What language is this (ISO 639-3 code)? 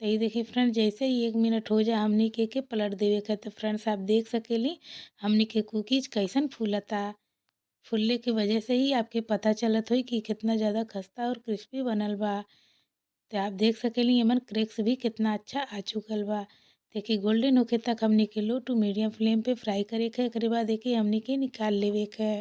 bho